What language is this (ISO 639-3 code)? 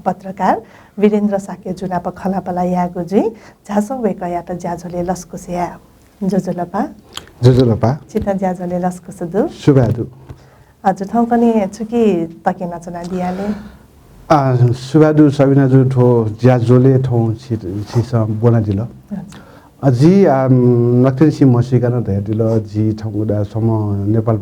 new